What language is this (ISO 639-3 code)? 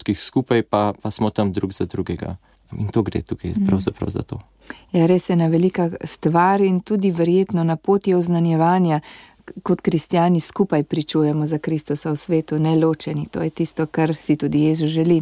slv